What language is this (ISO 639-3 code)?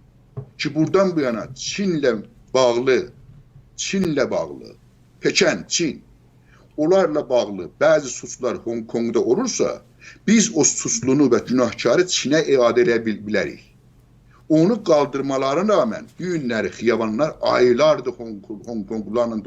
azb